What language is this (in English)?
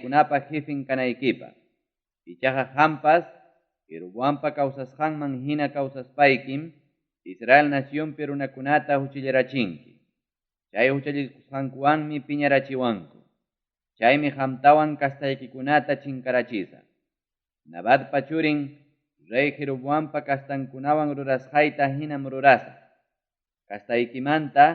Ayacucho Quechua